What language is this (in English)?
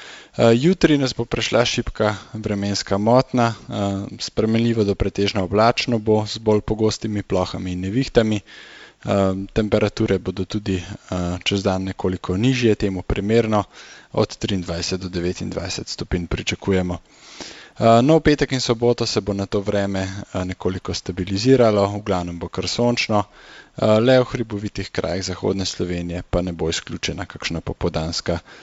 Slovenian